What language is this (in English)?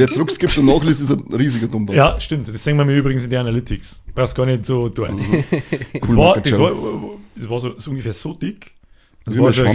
Bavarian